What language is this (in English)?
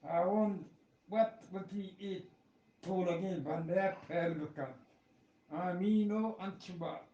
Eastern Balochi